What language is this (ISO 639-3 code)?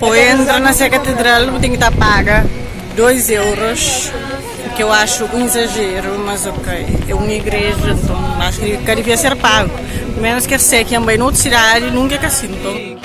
kea